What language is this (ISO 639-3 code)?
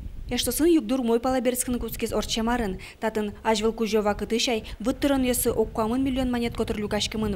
udm